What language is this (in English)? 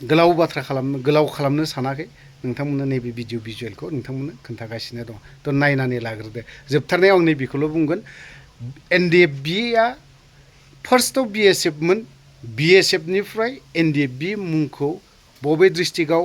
Bodo